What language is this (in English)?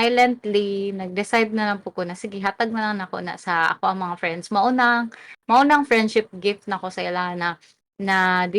Cebuano